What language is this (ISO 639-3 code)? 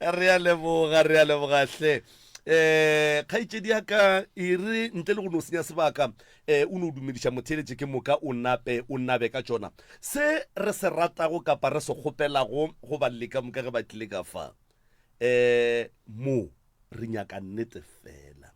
nso